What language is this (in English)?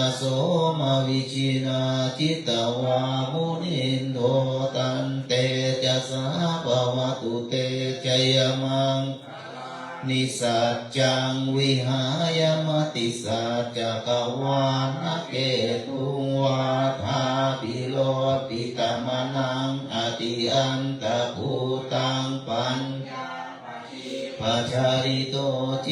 Pali